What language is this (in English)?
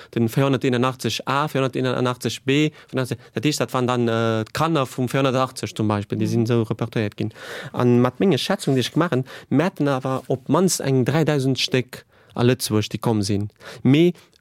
Luxembourgish